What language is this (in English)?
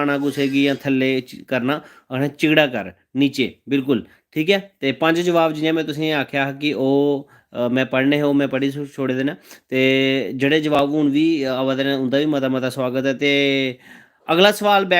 Dogri